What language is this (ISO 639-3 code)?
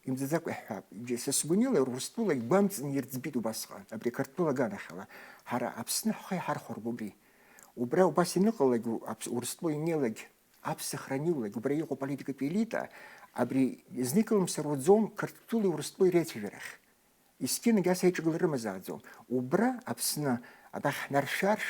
abk